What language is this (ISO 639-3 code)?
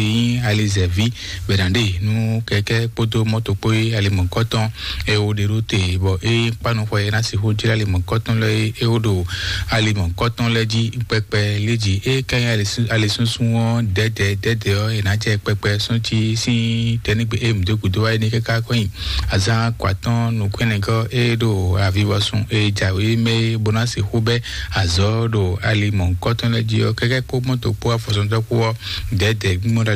fon